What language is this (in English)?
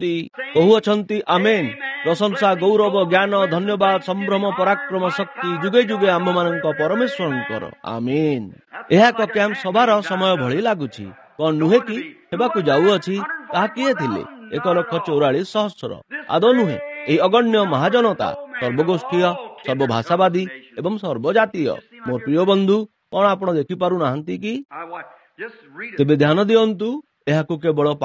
Odia